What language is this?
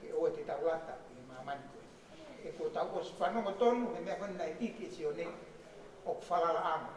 Tongan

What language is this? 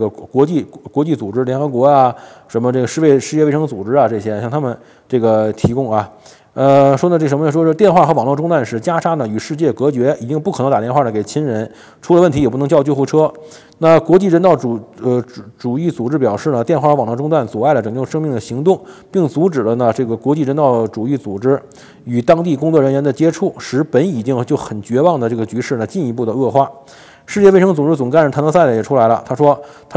Chinese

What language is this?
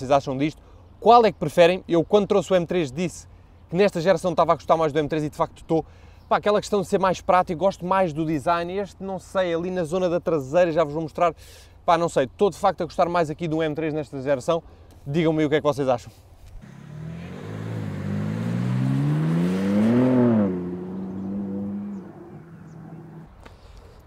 Portuguese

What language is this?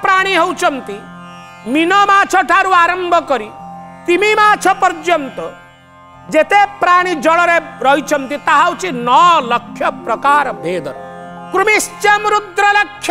Odia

